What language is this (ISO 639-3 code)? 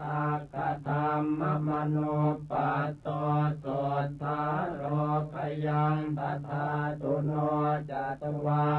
pli